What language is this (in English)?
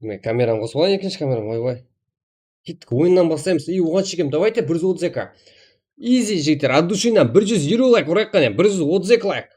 Kara-Kalpak